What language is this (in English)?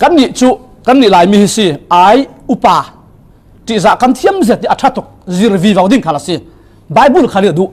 Falam Chin